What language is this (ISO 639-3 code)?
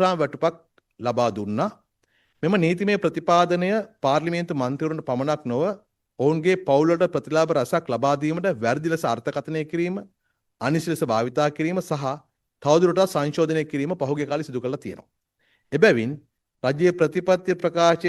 sin